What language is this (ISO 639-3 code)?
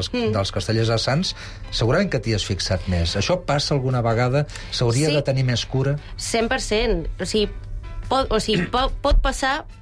cat